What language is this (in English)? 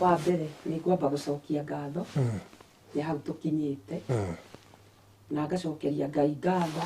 Kikuyu